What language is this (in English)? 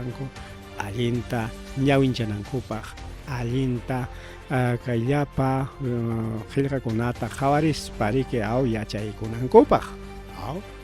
Ayacucho Quechua